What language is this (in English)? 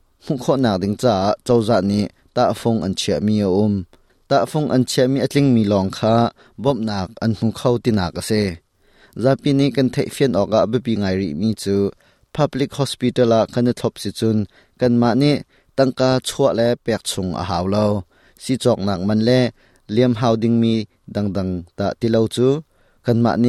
Hakha Chin